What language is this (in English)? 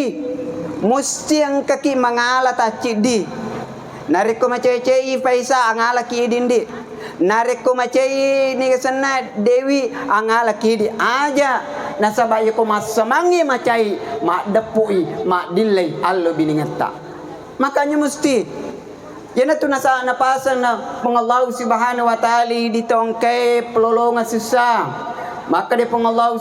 Buginese